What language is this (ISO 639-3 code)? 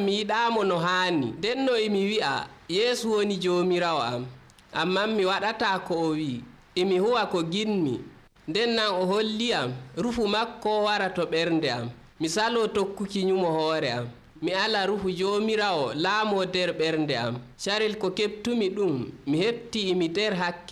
fuv